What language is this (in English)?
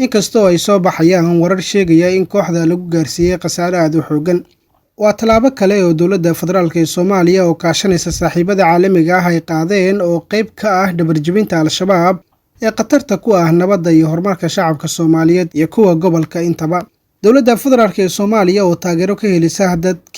Somali